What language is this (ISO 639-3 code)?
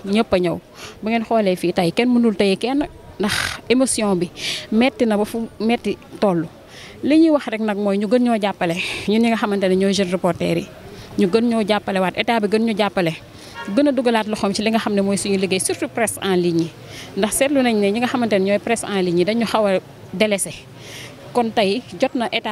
wol